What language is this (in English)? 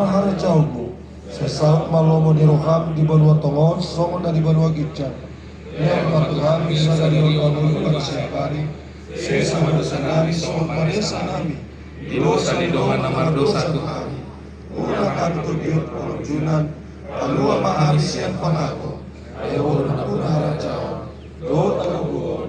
Batak Toba